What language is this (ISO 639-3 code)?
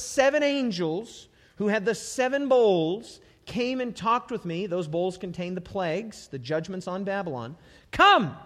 eng